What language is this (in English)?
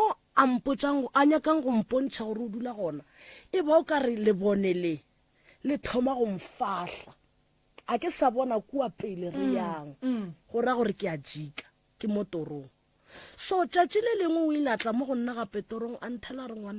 Northern Sotho